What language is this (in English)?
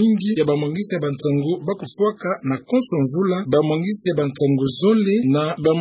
Kituba (Democratic Republic of Congo)